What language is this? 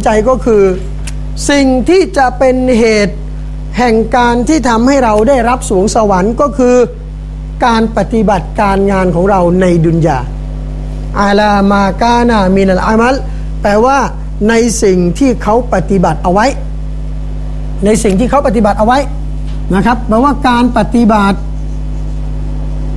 Thai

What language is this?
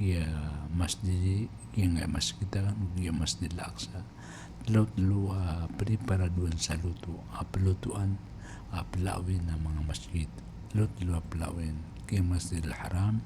Maranao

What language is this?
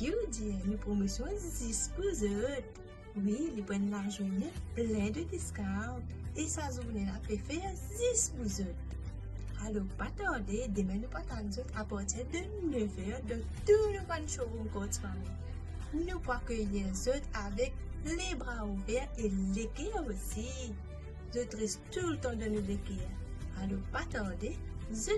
Morisyen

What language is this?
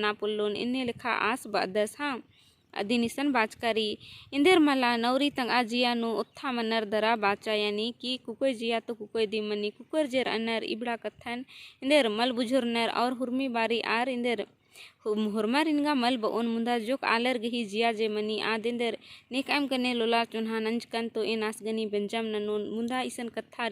Kurukh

